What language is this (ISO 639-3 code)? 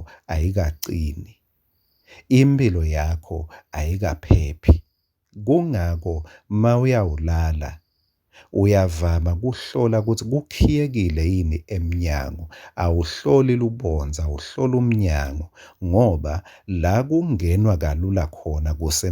ssw